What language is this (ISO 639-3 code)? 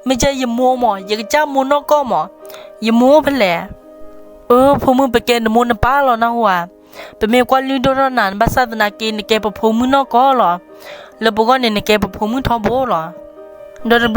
ksw